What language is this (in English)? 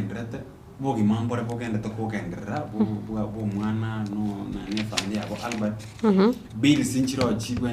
Gusii